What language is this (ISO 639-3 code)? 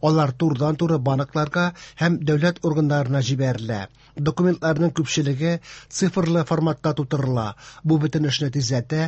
tat